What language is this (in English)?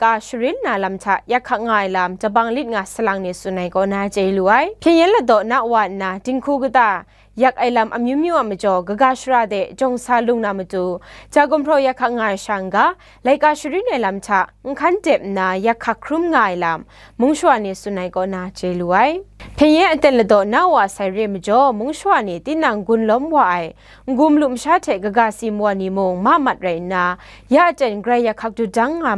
Kachin